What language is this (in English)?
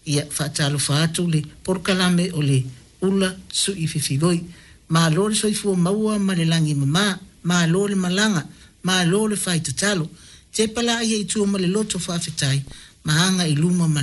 Samoan